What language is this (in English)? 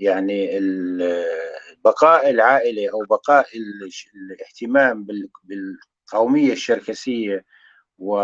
North Levantine Arabic